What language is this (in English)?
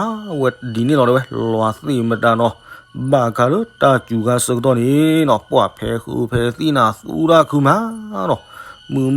S'gaw Karen